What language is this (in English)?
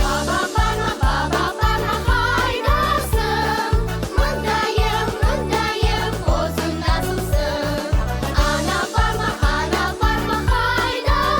Crimean Tatar